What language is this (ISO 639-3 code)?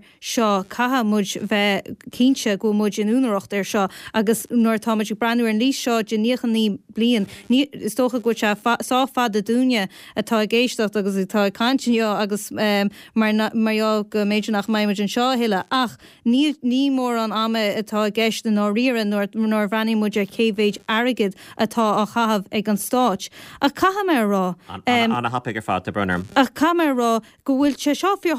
gle